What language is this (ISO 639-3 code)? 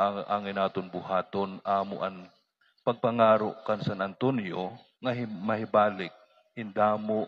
war